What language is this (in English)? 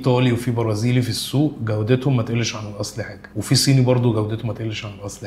Egyptian Arabic